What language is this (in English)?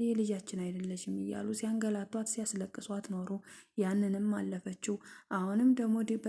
Amharic